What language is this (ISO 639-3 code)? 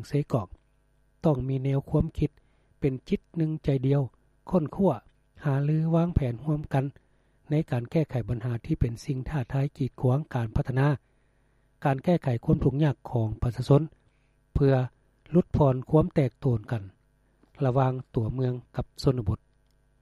lao